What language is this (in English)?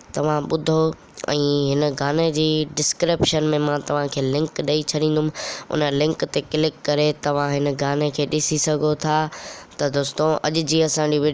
Sindhi